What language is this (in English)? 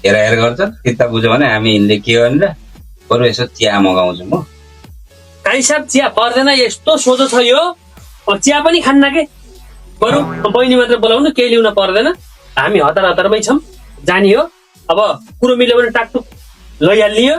Nepali